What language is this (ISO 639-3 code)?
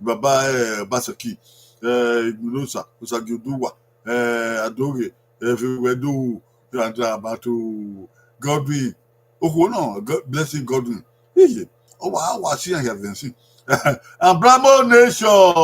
bin